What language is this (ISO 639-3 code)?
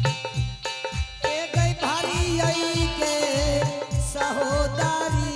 anp